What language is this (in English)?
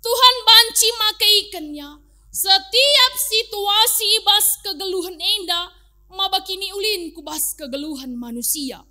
Batak Karo